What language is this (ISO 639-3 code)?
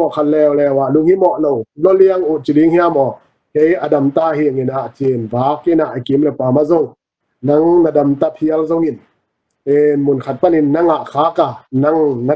ctd